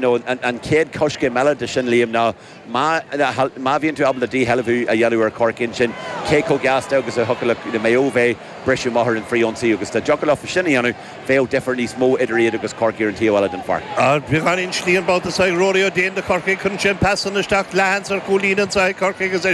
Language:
Irish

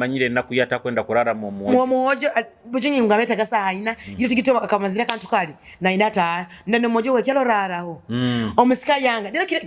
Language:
Nyoro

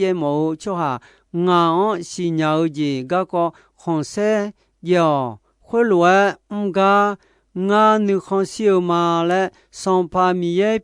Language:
Akha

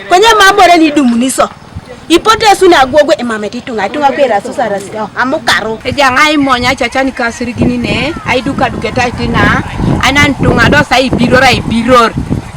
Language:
Teso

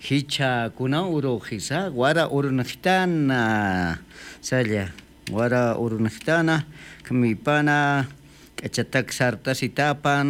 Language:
Aymara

